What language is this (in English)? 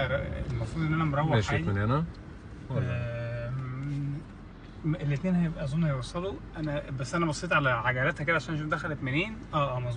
Egyptian Arabic